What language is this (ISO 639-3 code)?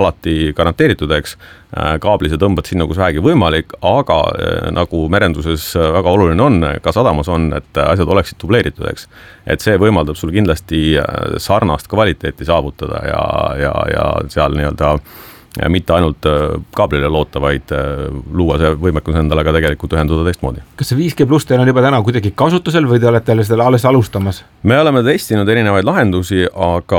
est